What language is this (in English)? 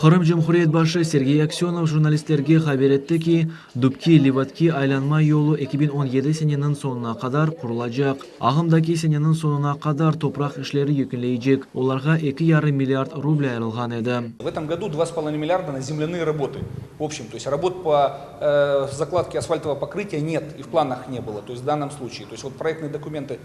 Crimean Tatar